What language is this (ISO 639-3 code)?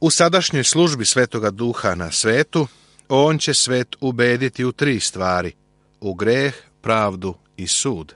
srp